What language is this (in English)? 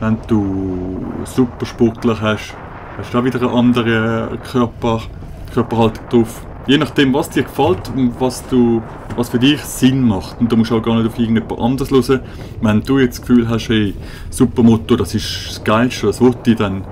Swiss German